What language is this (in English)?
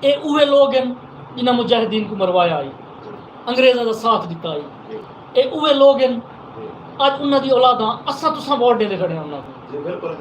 Saraiki